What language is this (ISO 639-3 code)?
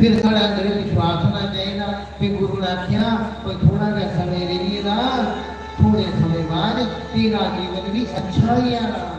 doi